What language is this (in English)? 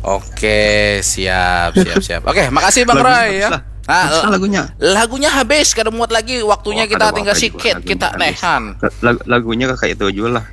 Banjar